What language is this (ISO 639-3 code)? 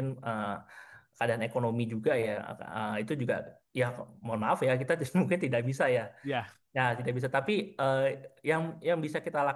ind